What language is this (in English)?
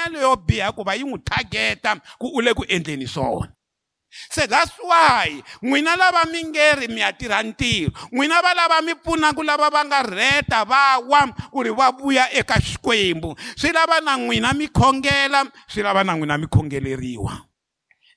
Tsonga